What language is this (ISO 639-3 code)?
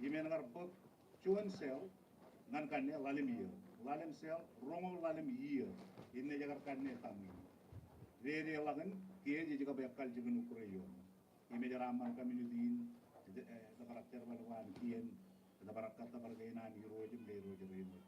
mah